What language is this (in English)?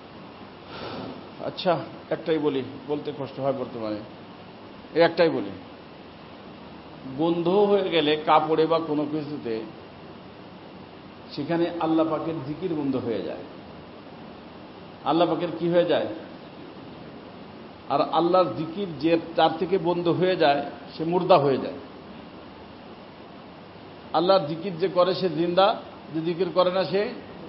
Bangla